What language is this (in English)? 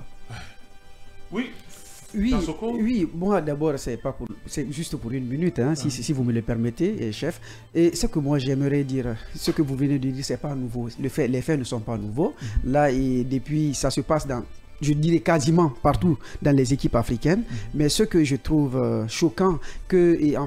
French